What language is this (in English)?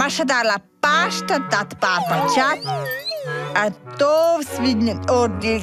Romansh